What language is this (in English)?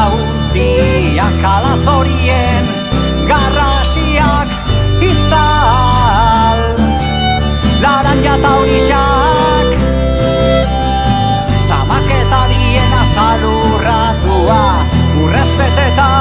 Basque